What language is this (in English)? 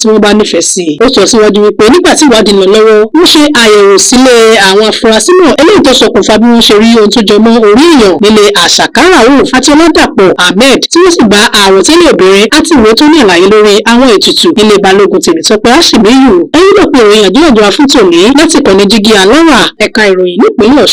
Yoruba